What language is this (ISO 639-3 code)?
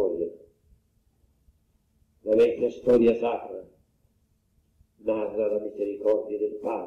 ita